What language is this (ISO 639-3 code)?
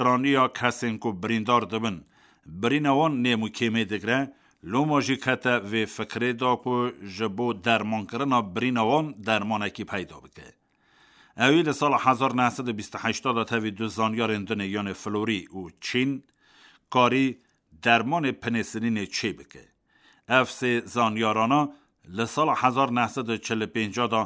kur